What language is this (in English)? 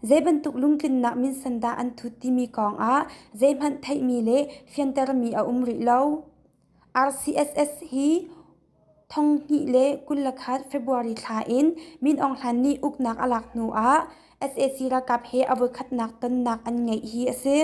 Hakha Chin